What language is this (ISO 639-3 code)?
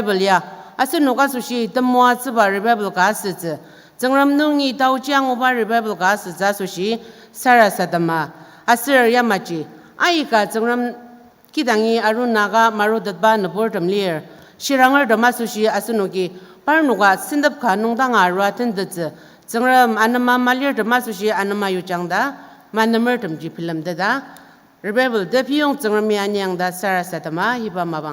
njo